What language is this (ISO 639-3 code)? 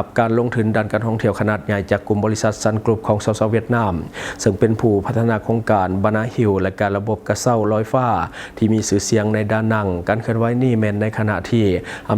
lao